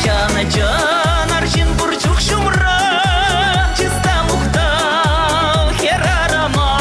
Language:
Chuvash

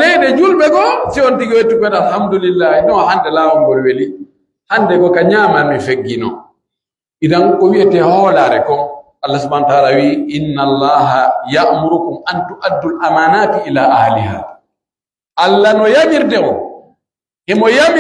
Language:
Pular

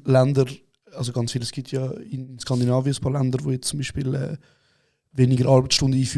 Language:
Swiss German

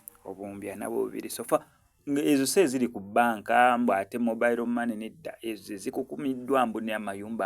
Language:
Ganda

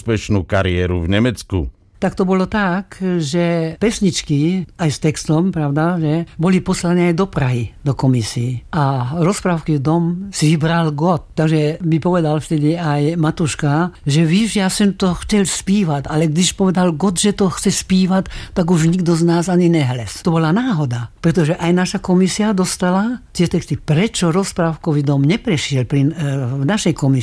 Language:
Slovak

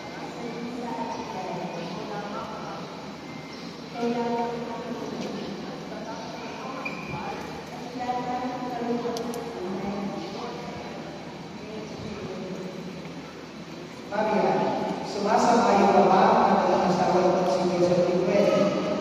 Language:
Filipino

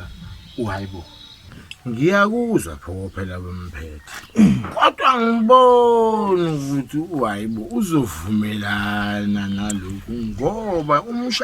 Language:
Zulu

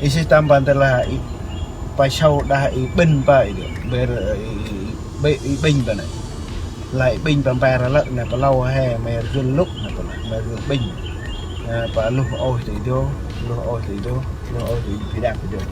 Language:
Central Mnong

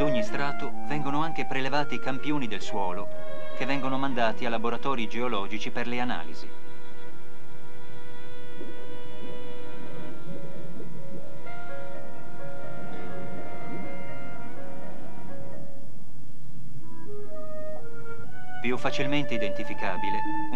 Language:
Italian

